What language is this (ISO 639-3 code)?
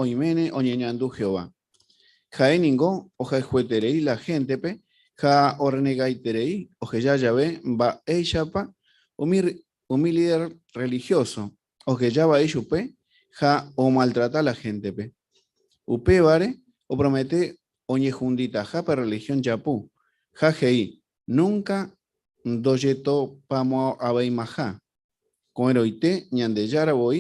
grn